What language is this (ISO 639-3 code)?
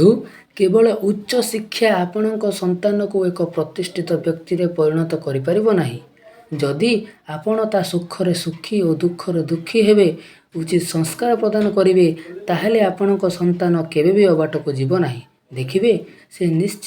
ori